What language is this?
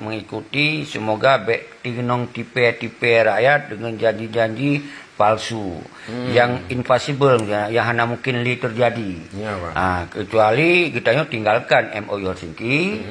Achinese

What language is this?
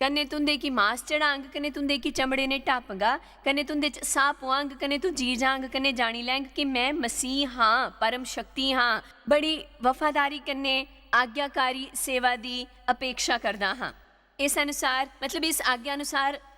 Dogri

